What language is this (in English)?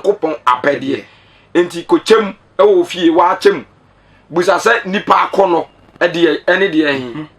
Akan